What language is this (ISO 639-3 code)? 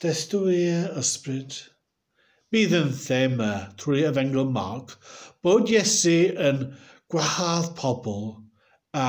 cym